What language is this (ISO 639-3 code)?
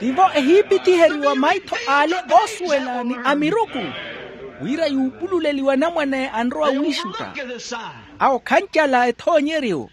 vmw